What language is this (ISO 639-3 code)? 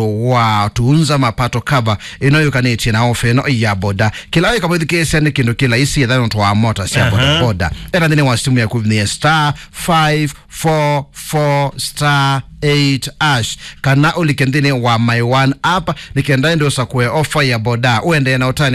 kam